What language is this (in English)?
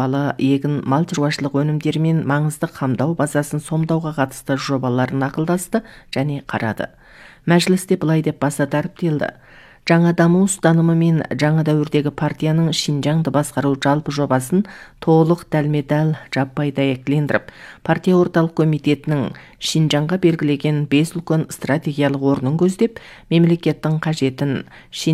Kazakh